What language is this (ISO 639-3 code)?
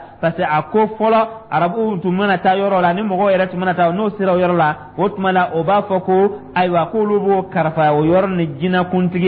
dyu